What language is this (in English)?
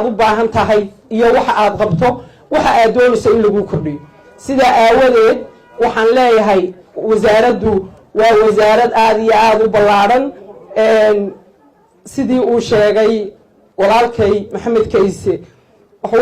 Somali